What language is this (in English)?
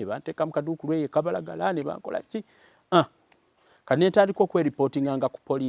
Ganda